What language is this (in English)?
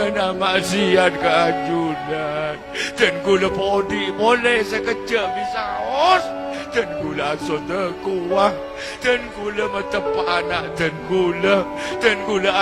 Madurese